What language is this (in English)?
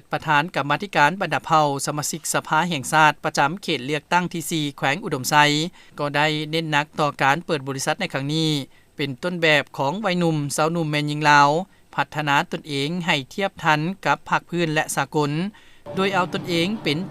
Lao